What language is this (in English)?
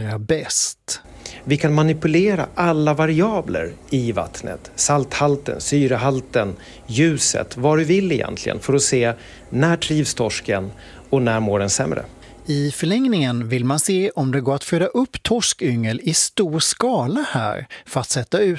Swedish